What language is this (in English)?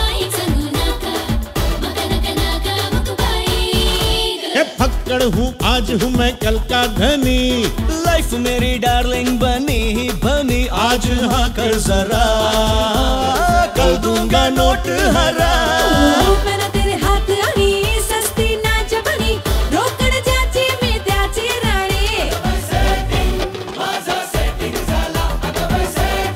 Hindi